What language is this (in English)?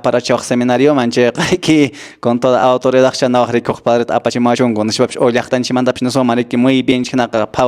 Quechua